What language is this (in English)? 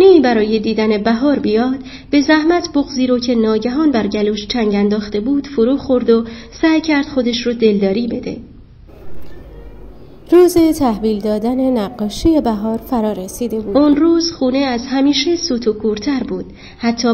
Persian